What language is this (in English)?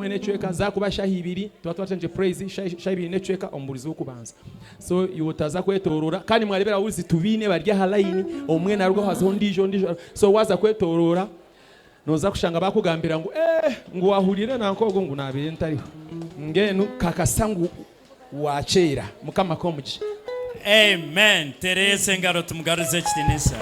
Nyankole